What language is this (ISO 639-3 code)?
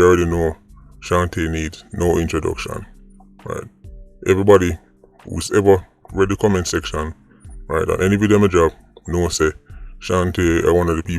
jam